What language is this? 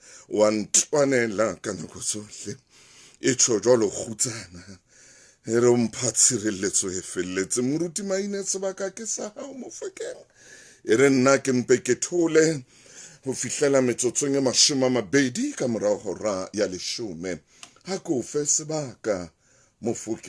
Southern Sotho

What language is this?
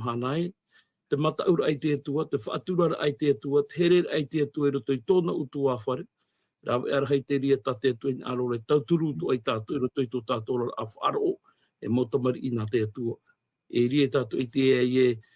Tahitian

